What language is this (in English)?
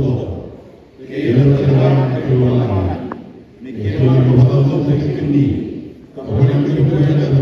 Fijian